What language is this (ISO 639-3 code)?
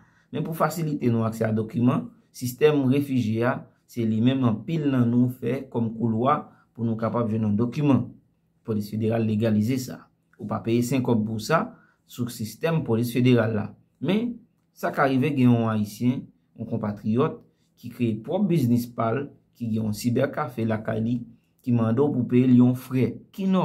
hat